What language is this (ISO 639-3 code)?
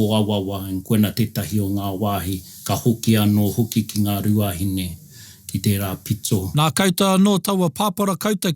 mri